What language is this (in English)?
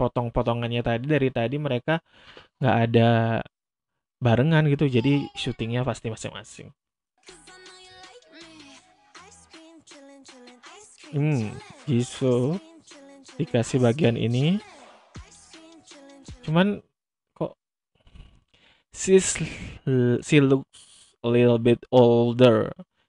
Indonesian